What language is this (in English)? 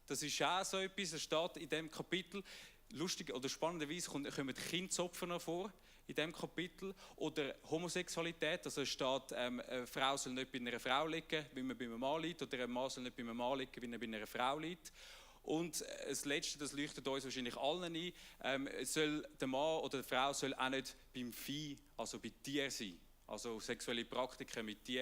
Swiss German